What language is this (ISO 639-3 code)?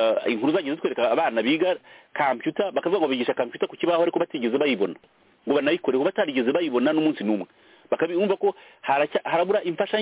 kin